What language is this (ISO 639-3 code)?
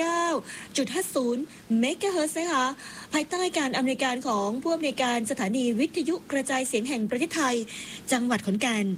tha